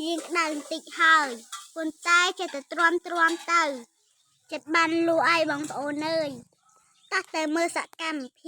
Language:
Khmer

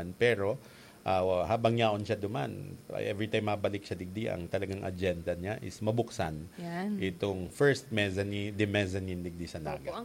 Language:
Bikol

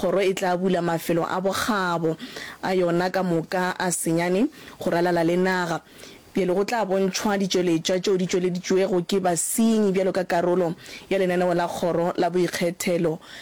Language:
Northern Sotho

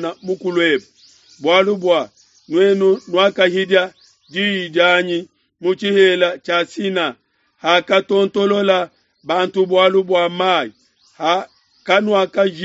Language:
Luba-Lulua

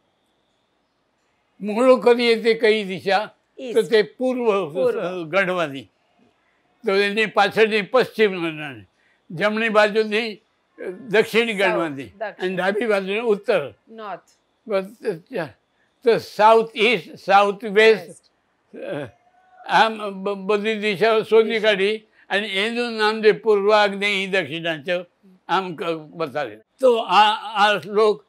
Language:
Gujarati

